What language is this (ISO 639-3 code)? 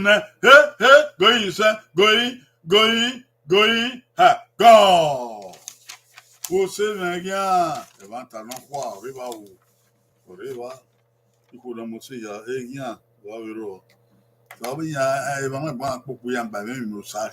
bin